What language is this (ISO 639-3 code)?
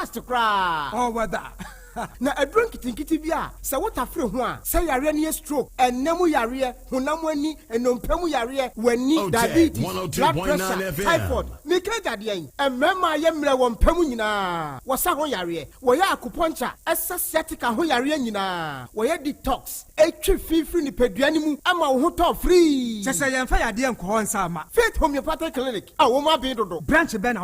aka